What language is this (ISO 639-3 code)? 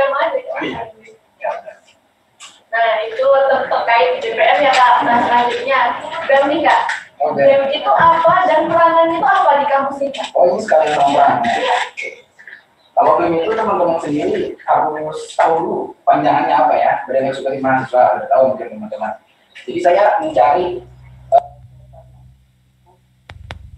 ind